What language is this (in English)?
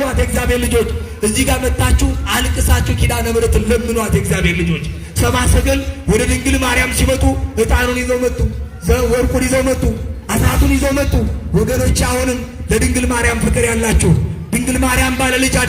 Amharic